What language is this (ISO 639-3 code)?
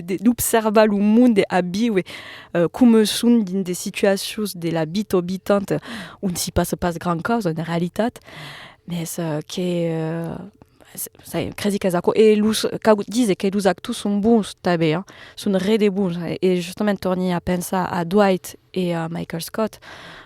oci